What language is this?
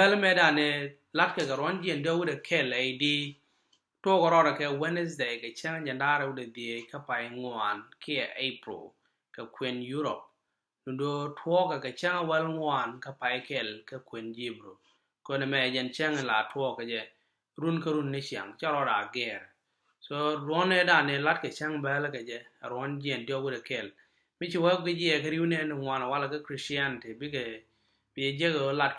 Nuer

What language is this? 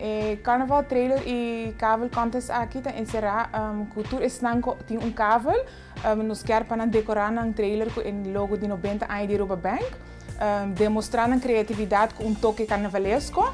Papiamento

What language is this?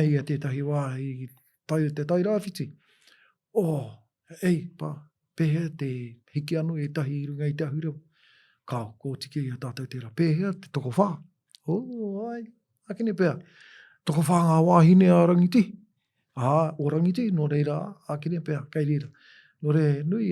Māori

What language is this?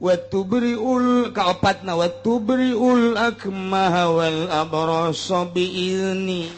Sundanese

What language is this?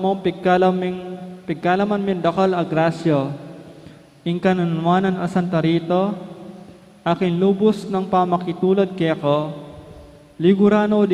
Pampanga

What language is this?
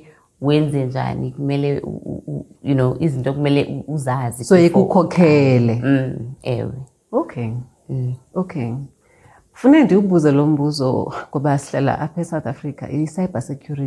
Xhosa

